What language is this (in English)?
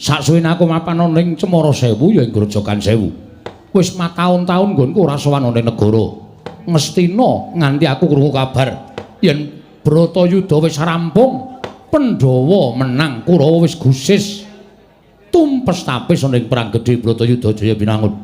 Javanese